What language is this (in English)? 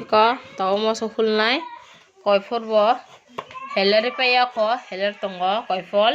Kok Borok